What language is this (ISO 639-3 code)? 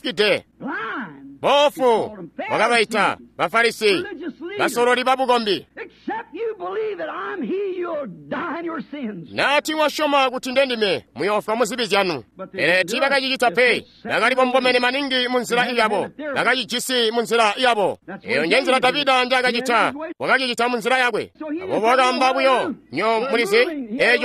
toi